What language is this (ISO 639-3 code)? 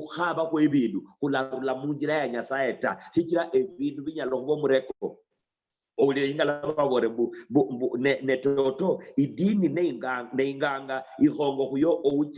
luy